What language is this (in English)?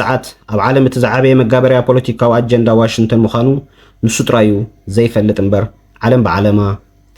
Tigrinya